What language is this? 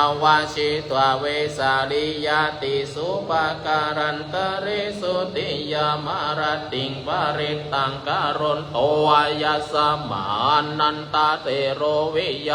Pali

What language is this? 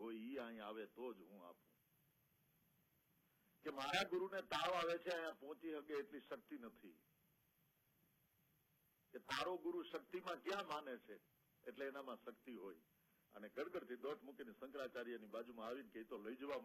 Gujarati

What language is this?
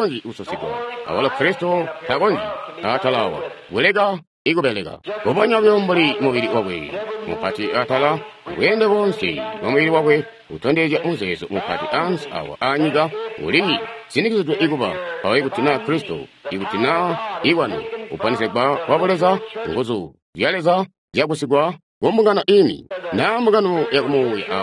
Tonga (Zambia)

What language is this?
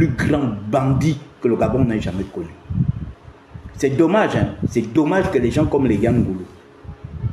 French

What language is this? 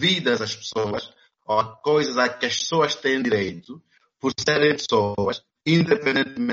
Portuguese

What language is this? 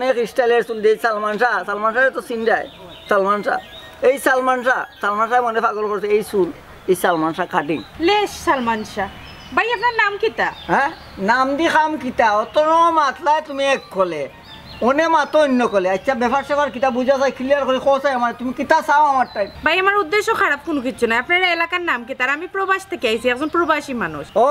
Sylheti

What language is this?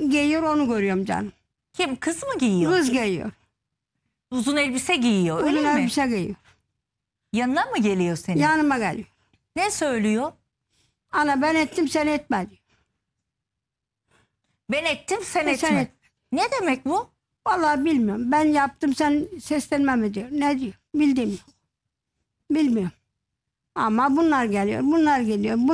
Turkish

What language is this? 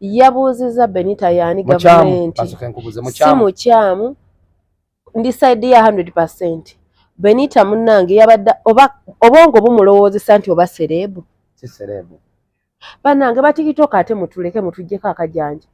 Ganda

